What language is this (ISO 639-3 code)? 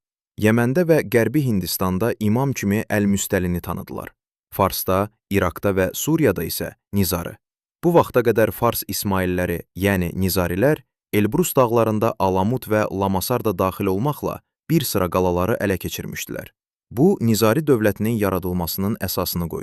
aze